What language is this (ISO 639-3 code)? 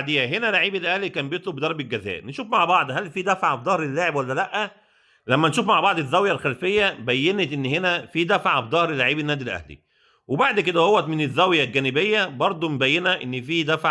arz